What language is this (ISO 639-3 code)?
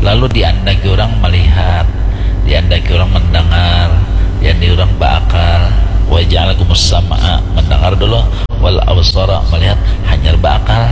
bjn